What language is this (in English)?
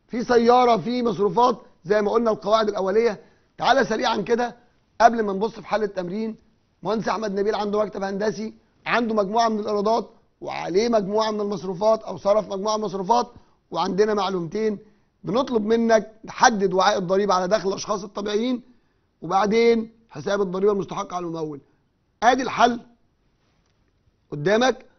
Egyptian Arabic